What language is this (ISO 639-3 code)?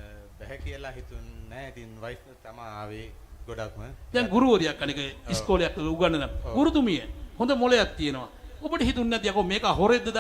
sin